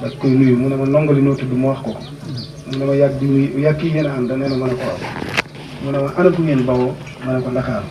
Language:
Wolof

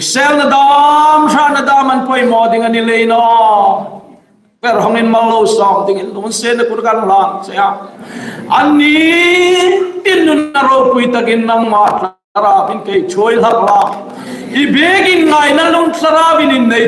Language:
Hmar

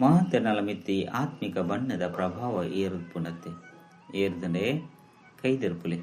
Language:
Tulu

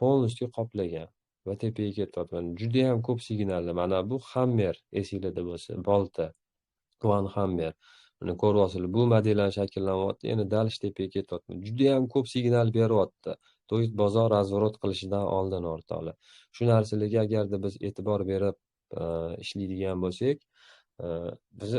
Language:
Uzbek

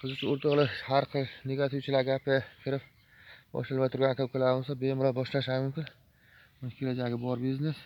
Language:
Uzbek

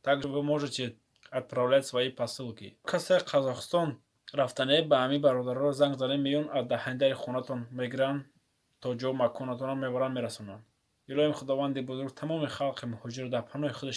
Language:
Tajik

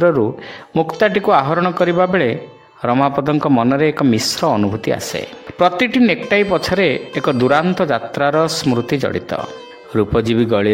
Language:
Odia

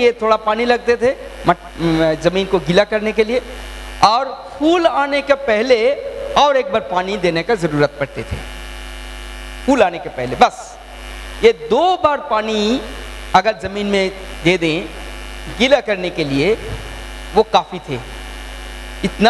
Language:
Hindi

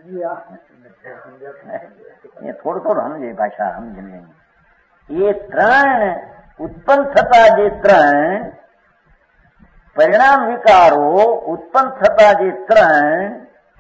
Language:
Gujarati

